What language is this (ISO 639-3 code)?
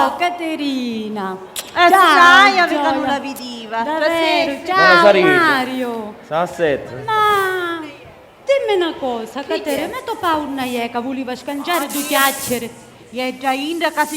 scn